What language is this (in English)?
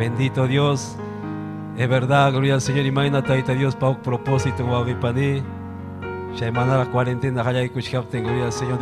Ayacucho Quechua